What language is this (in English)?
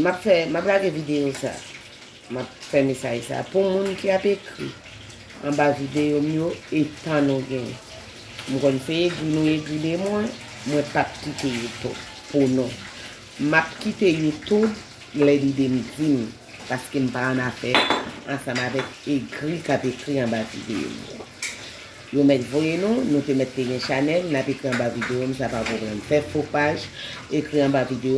Haitian Creole